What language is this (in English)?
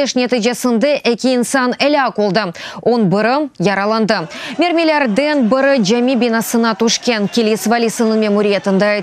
Crimean Tatar